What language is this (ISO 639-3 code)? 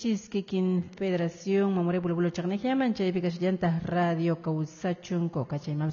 que